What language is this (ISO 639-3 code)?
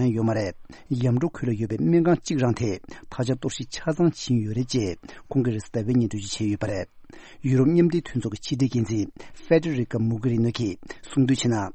bod